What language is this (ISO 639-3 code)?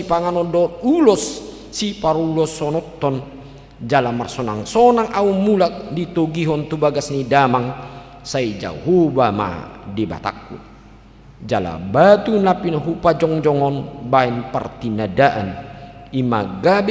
bbc